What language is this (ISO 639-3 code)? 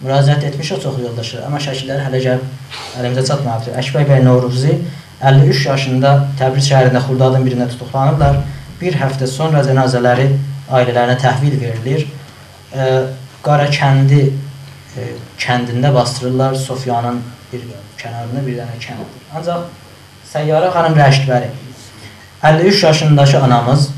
azb